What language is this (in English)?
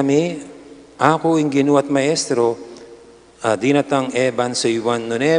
Pampanga